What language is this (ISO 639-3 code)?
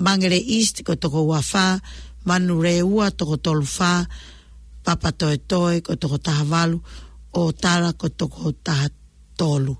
ton